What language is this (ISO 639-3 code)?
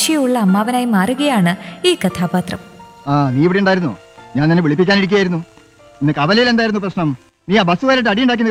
mal